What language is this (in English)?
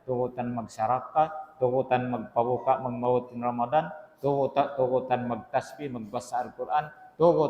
Tausug